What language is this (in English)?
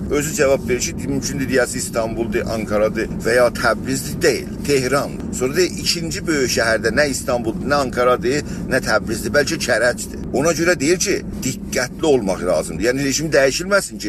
South Azerbaijani